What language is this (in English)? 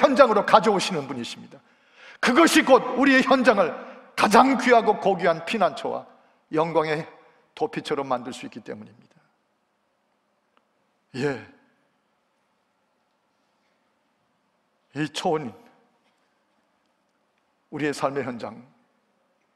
Korean